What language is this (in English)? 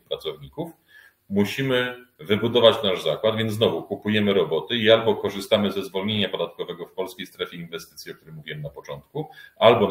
Polish